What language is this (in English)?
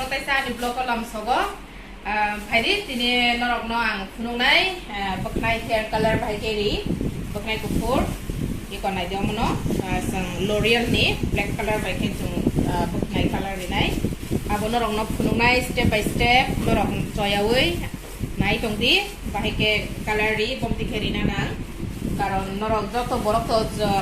Kok Borok